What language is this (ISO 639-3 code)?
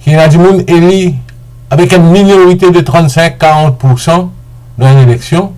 mfe